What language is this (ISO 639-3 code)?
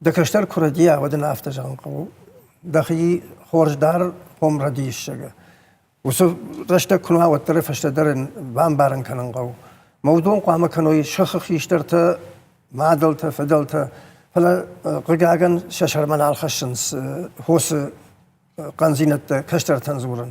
oss